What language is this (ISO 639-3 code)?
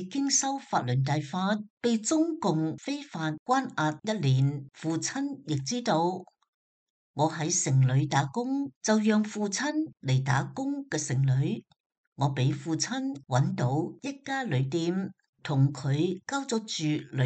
yue